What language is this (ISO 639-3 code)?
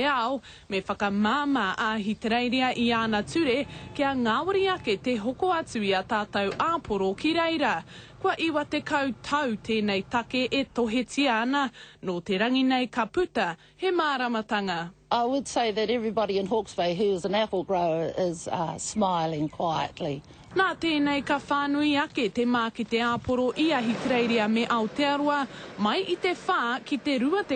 mri